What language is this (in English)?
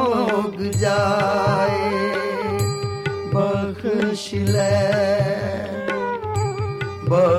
Punjabi